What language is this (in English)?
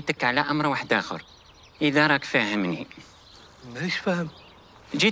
Algerian Arabic